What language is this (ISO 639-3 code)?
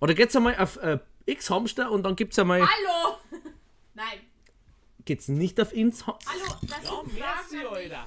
bar